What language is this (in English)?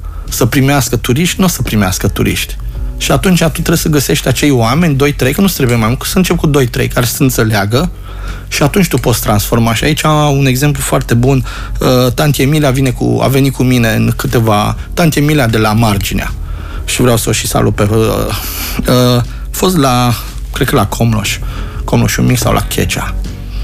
Romanian